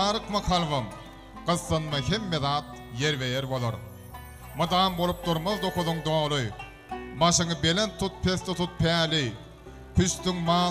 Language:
Turkmen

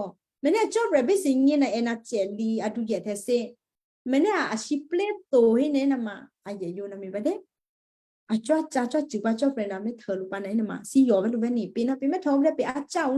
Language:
Western Kayah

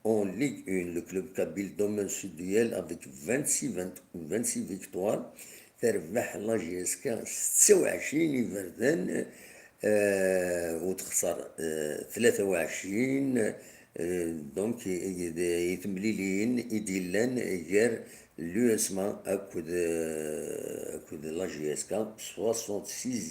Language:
Kabyle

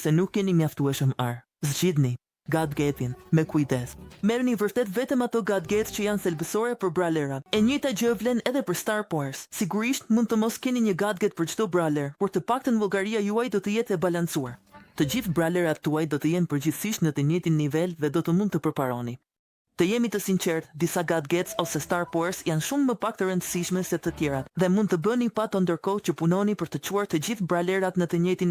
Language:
Albanian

